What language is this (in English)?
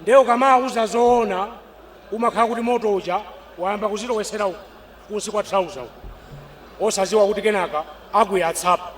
Nyanja